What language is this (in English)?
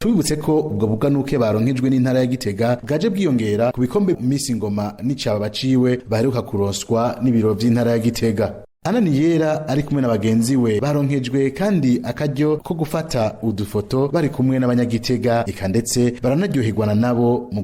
Rundi